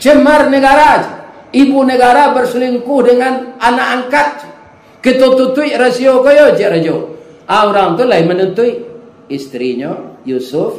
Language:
Minangkabau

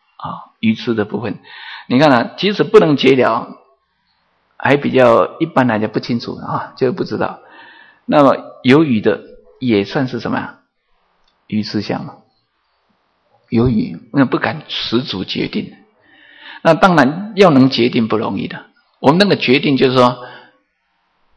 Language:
Chinese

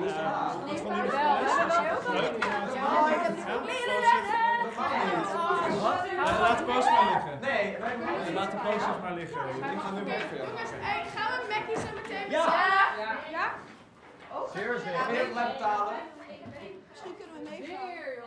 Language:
Dutch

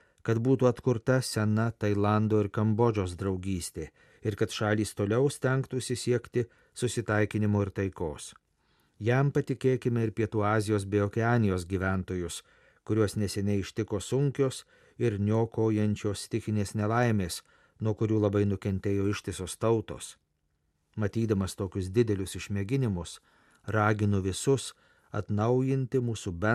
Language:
Lithuanian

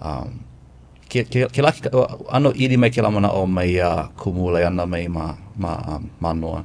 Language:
Hawaiian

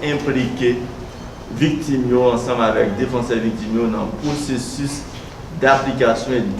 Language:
Haitian Creole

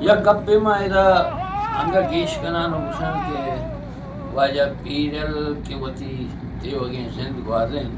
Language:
Eastern Balochi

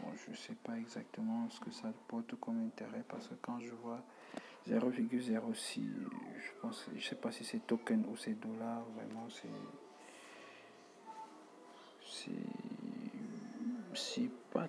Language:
French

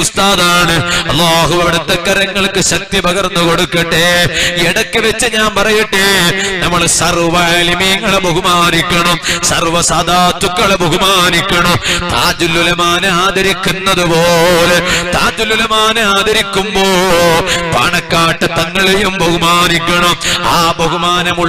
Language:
Malayalam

